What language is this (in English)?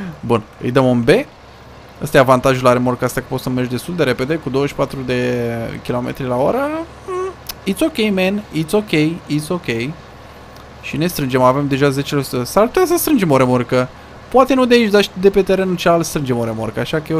Romanian